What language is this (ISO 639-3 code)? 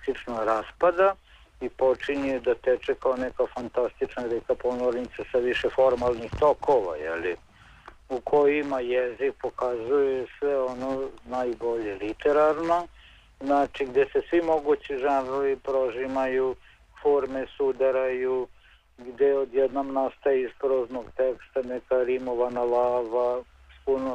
srp